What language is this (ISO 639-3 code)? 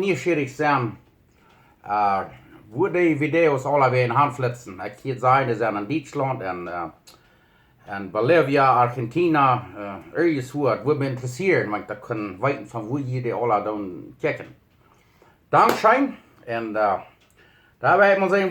pdt